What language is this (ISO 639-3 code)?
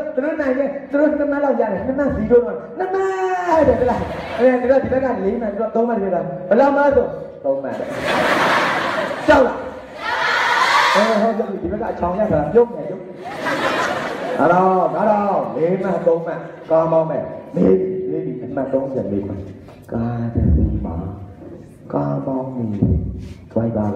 mya